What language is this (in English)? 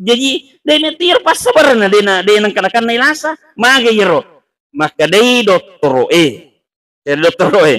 Buginese